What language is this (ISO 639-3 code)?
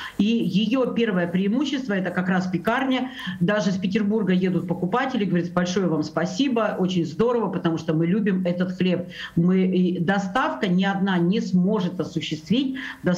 rus